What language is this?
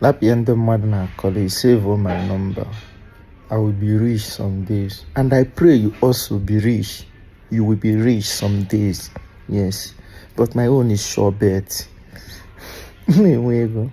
Igbo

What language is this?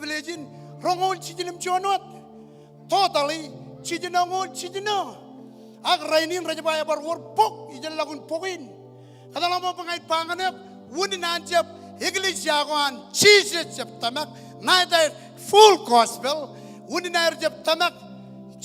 Marshallese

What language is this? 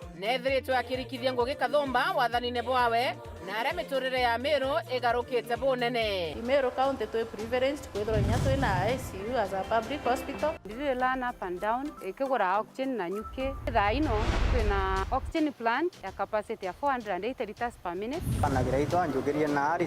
Meru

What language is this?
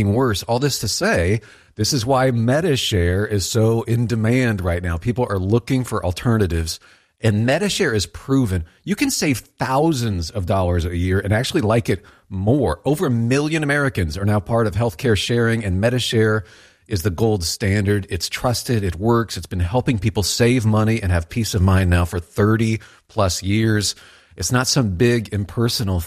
English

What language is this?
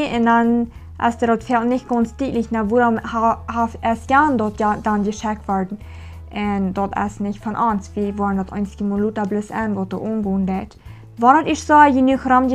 Plautdietsch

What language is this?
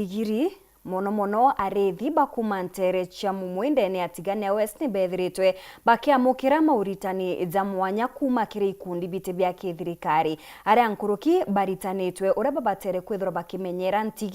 Meru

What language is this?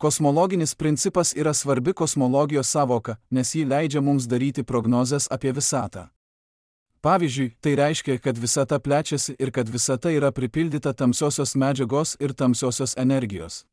Lithuanian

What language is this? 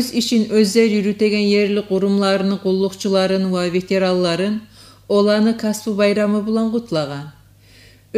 Kumyk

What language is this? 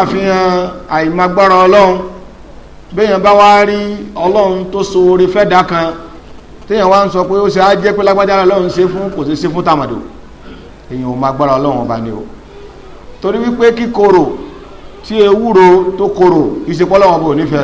Yoruba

